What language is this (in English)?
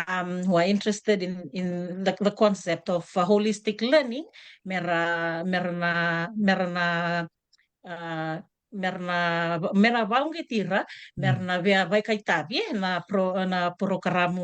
Fijian